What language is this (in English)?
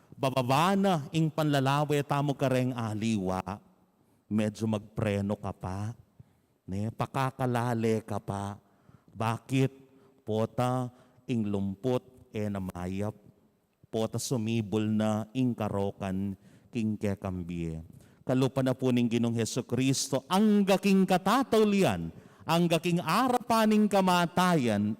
Pampanga